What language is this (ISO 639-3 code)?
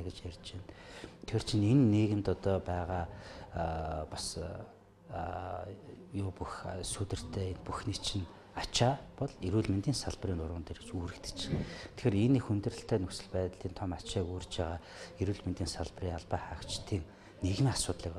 mon